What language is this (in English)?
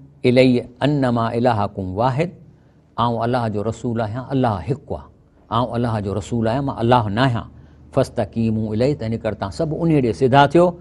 Sindhi